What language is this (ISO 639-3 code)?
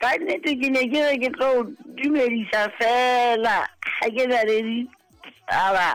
sot